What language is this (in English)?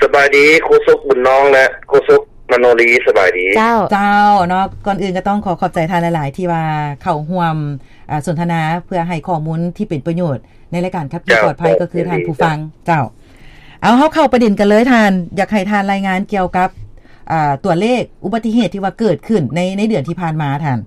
Lao